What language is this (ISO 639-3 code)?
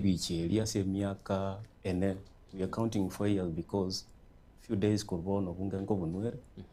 guz